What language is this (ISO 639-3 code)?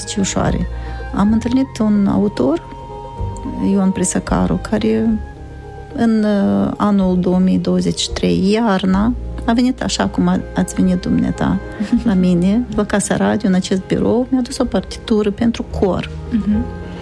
ron